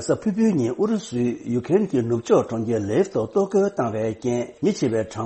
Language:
Tibetan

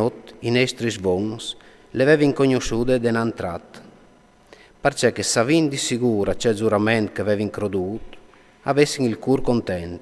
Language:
Friulian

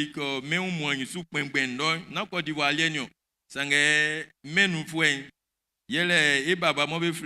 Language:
Baoulé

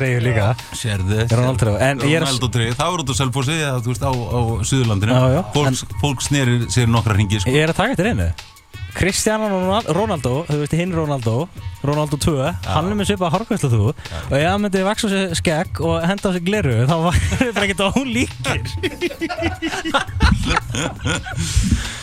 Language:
Icelandic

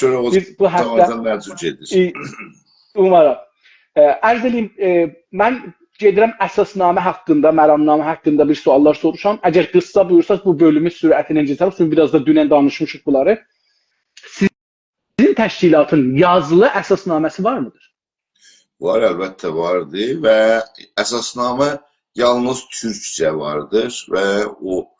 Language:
South Azerbaijani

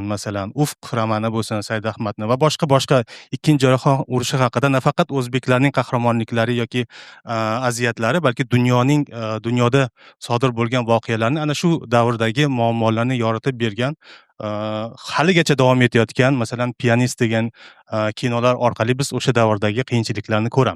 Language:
Uzbek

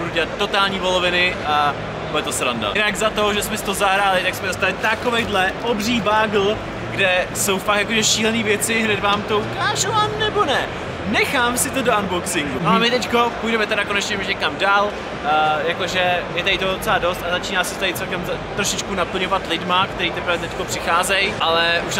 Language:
Czech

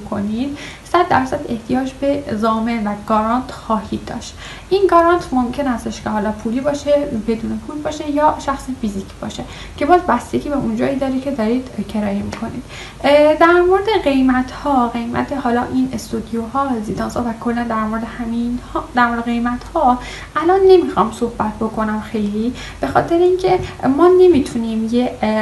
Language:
Persian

